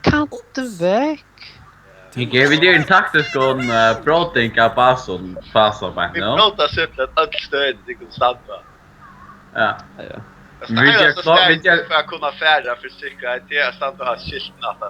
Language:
Faroese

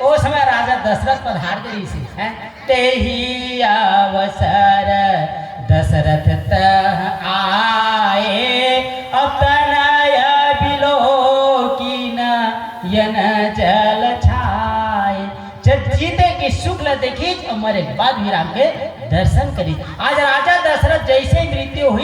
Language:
Chhattisgarhi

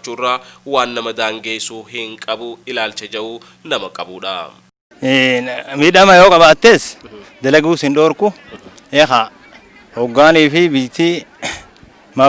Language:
Oromo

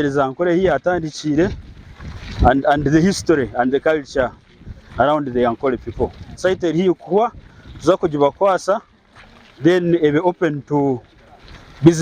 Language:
Nyankole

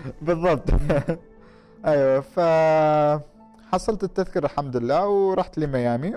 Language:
Gulf Arabic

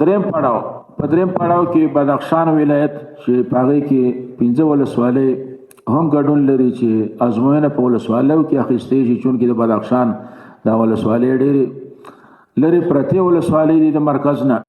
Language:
Pashto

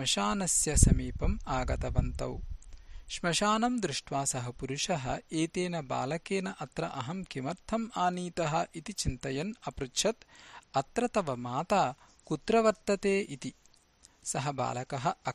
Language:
Sanskrit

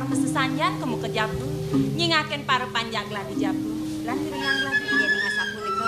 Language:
Balinese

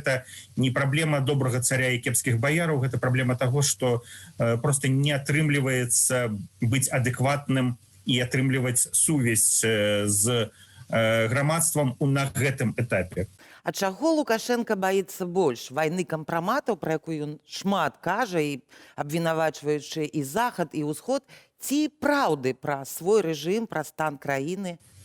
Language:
Belarusian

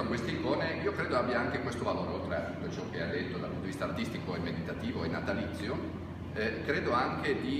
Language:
Italian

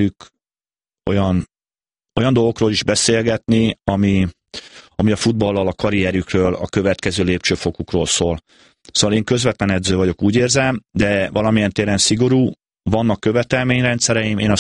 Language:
Hungarian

